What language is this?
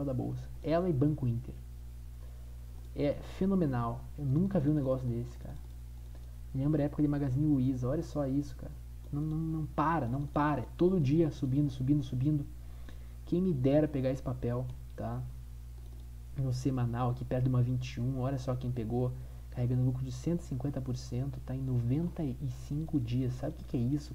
Portuguese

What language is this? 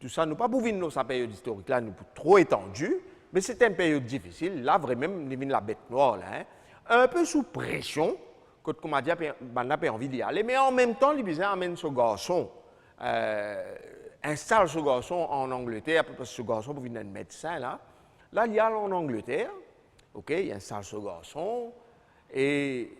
Morisyen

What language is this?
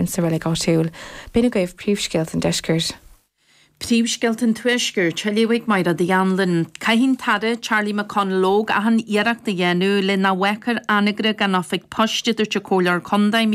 Irish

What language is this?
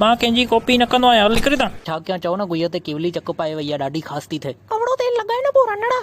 Sindhi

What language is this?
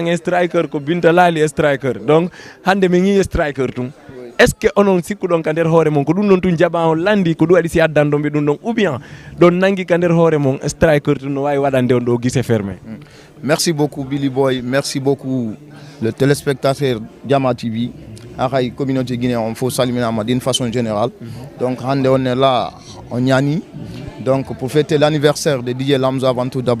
Fula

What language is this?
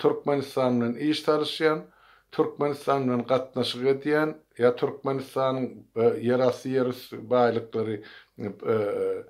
Turkmen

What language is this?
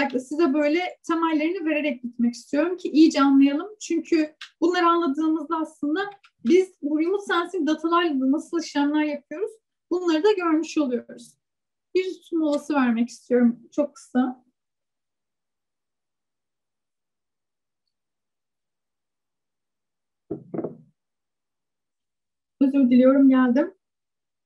Turkish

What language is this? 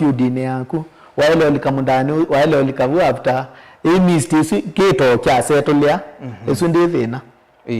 Kamba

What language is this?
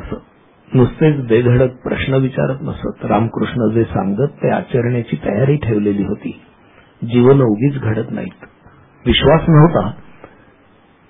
Marathi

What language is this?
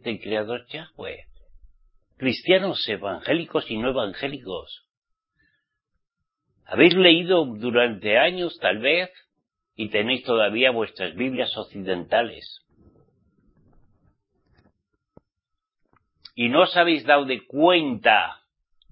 Spanish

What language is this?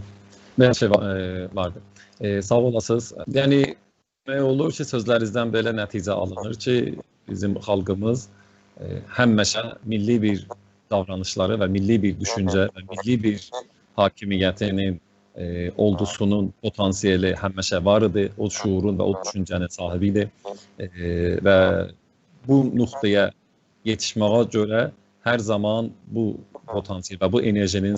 South Azerbaijani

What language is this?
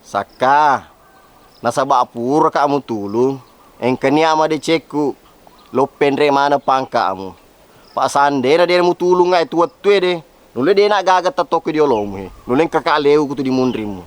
Buginese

